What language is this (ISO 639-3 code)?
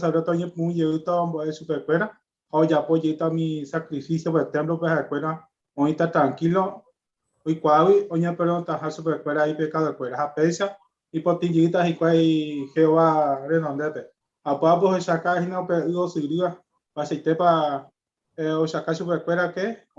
grn